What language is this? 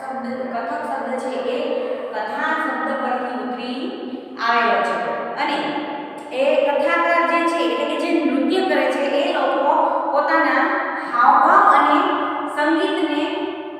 Gujarati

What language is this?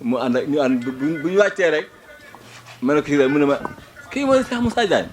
Wolof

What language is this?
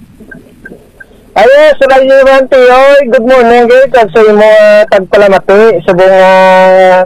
Hiligaynon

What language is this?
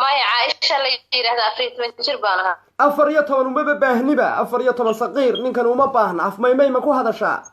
Somali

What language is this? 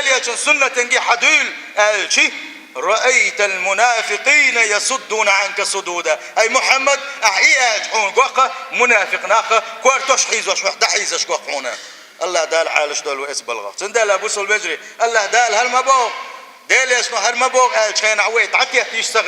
Chechen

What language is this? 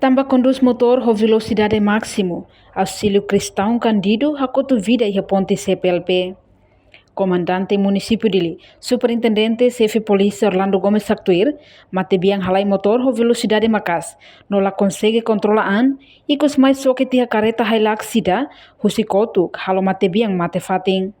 Tetum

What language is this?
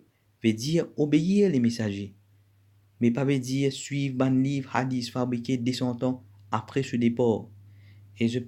Morisyen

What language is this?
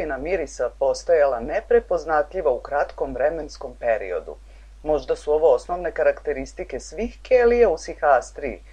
Serbian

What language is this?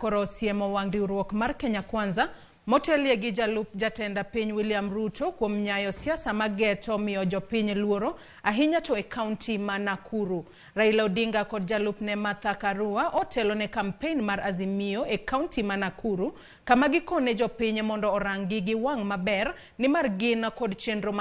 Luo (Kenya and Tanzania)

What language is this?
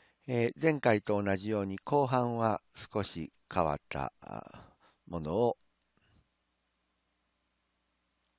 Japanese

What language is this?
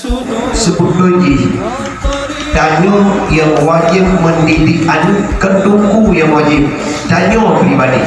Achinese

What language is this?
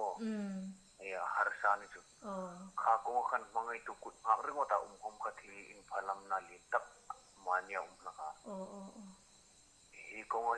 Hmar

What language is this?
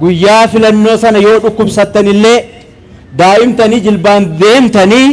Oromo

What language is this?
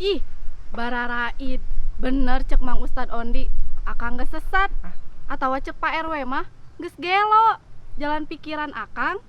Sundanese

